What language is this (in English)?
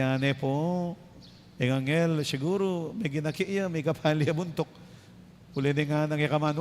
Pampanga